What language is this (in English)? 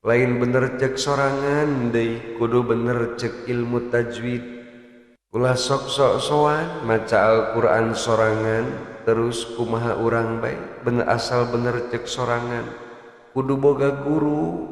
Sundanese